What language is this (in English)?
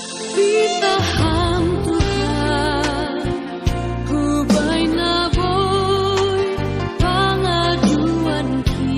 Batak Simalungun